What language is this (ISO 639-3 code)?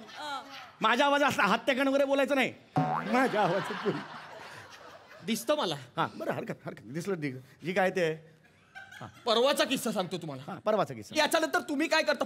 mar